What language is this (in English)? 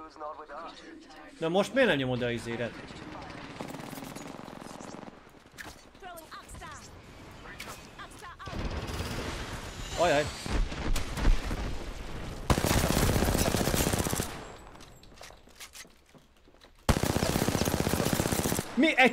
Hungarian